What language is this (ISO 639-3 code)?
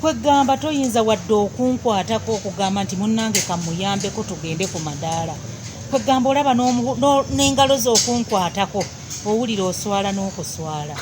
lug